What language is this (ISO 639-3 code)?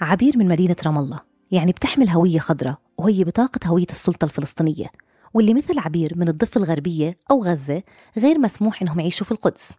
apc